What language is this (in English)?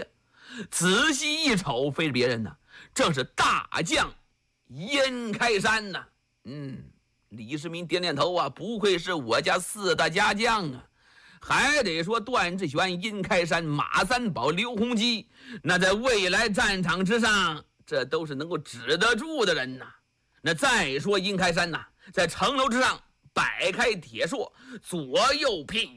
Chinese